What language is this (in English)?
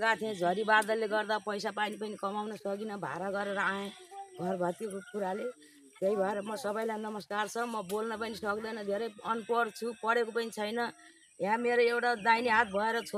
Nepali